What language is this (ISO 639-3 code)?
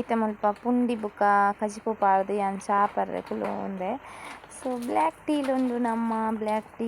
tcy